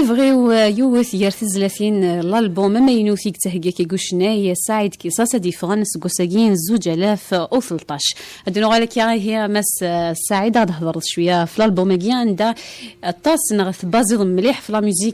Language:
Kabyle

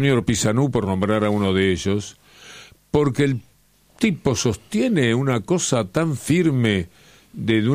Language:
Spanish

